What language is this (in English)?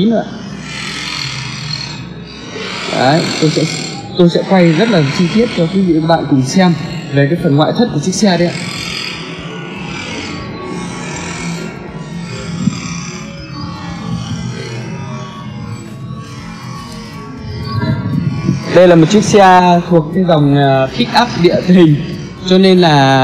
Vietnamese